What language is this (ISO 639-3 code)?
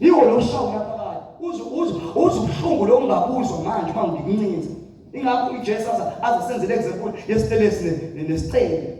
zul